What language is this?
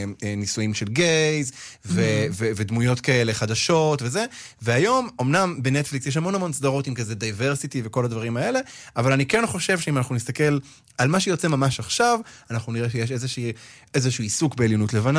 Hebrew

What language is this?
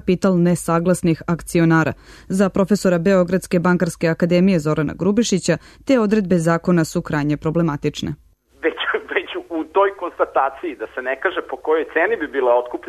Serbian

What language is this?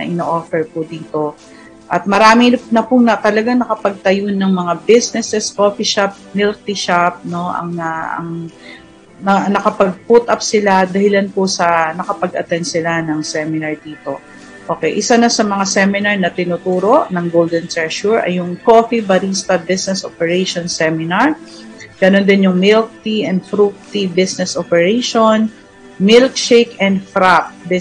Filipino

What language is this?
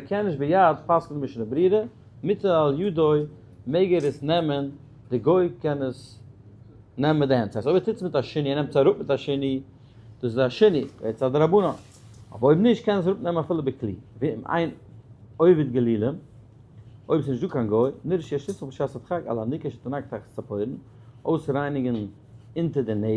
Yiddish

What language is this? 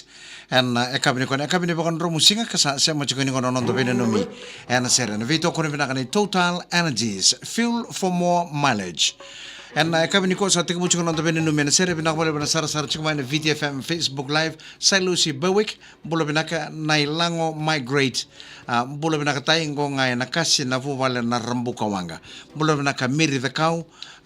Fijian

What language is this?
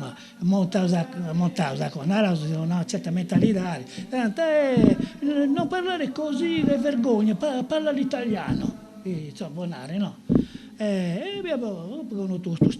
Sardinian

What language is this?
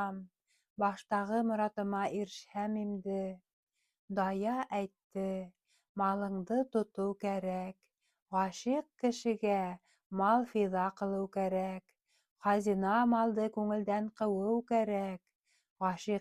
Bashkir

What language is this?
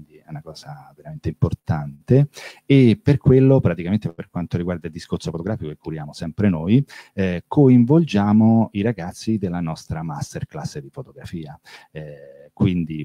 Italian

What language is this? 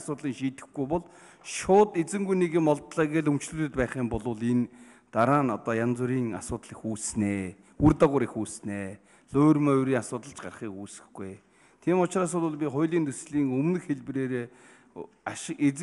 Mongolian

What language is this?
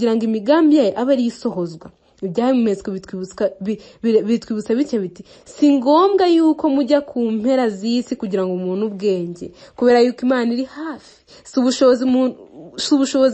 Kinyarwanda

